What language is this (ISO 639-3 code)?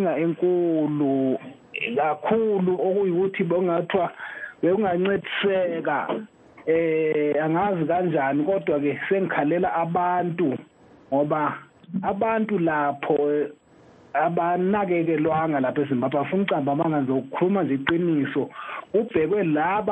nde